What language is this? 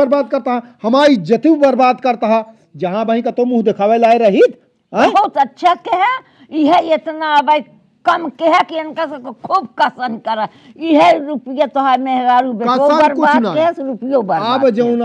Awadhi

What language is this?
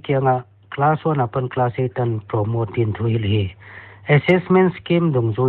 Paite Chin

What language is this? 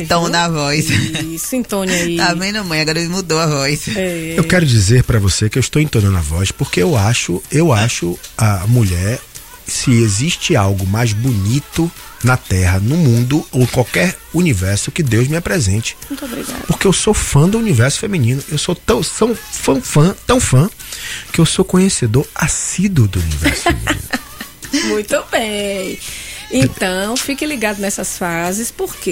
Portuguese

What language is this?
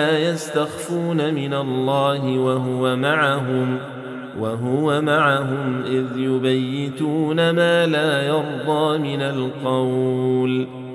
Arabic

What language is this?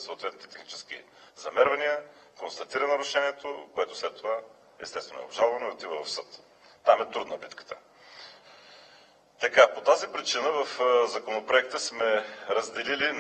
Bulgarian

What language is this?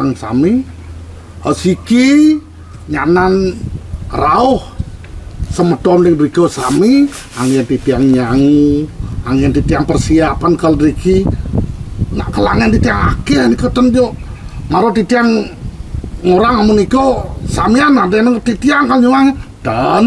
Balinese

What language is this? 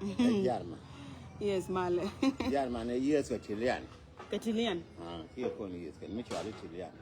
Nuer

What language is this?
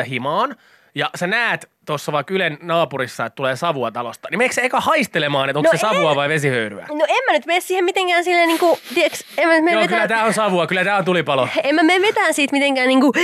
Finnish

